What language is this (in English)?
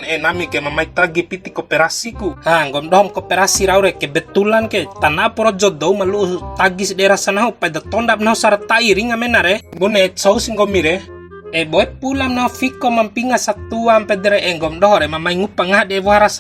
Bima